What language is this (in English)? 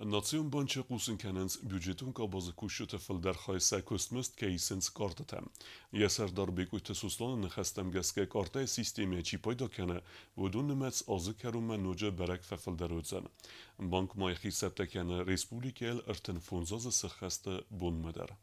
Ossetic